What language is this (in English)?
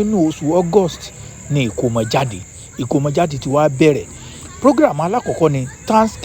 Yoruba